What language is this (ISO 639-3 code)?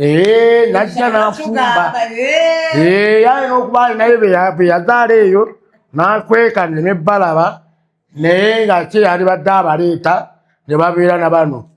lug